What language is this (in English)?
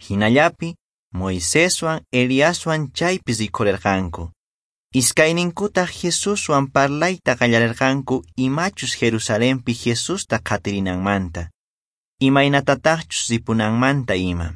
Quechua